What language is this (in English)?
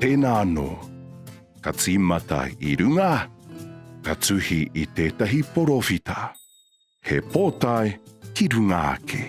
Māori